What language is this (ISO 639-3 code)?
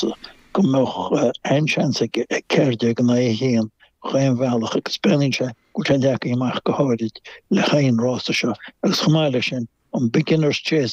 gle